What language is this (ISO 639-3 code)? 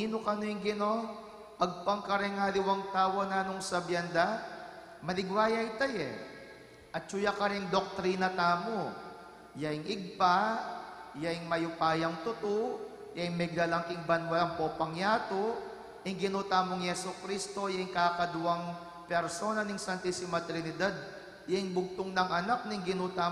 pam